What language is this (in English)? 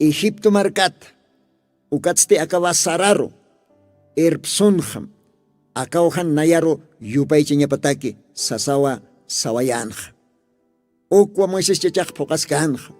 Aymara